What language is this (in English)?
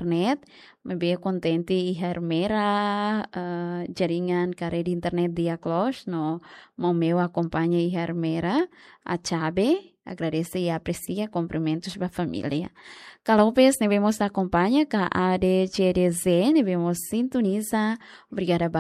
Tetum